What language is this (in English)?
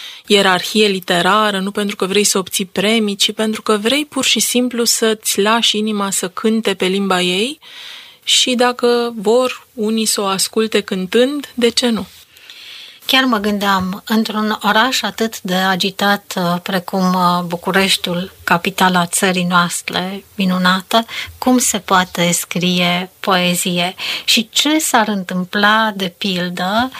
Romanian